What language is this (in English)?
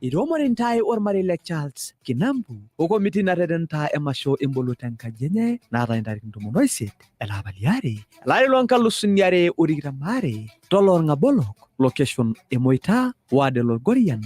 Masai